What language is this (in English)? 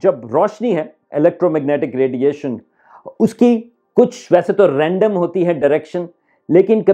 Urdu